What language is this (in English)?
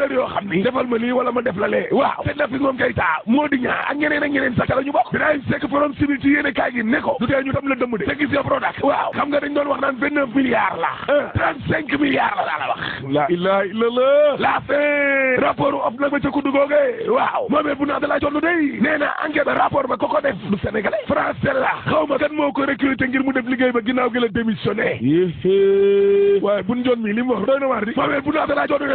Wolof